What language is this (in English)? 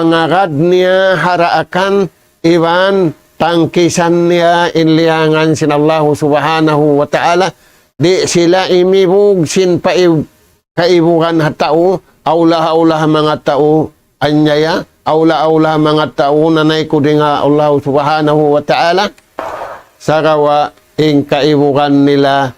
Tausug